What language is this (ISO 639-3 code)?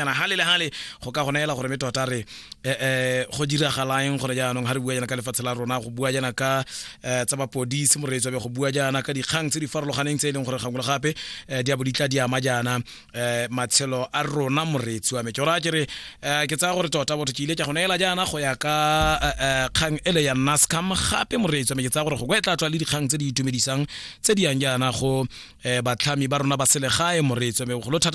tsn